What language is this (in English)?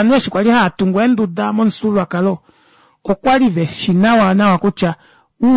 Kuanyama